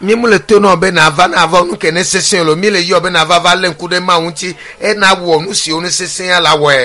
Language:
Ewe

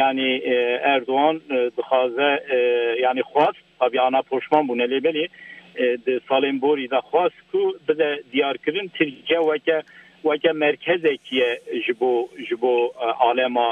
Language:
Kurdish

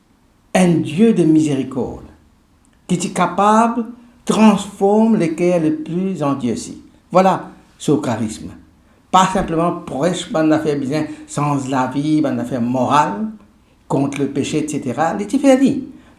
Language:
Morisyen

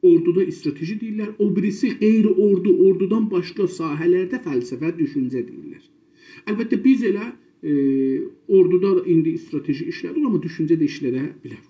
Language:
South Azerbaijani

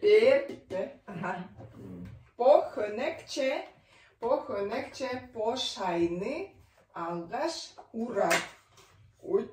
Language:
Tuvinian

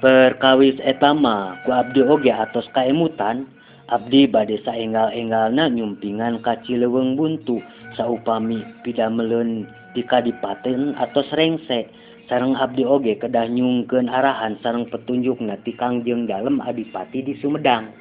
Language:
Sundanese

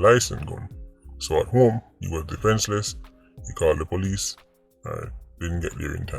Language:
Jamaican Creole English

